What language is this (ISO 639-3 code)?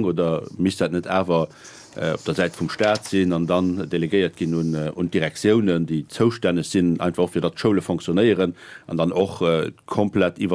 ltz